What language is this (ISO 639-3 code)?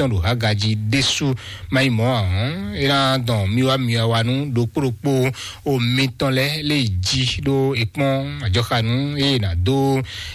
fon